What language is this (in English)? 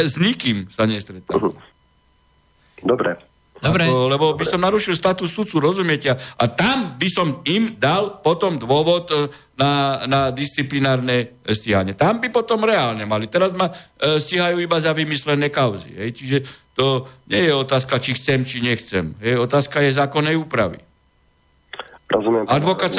Slovak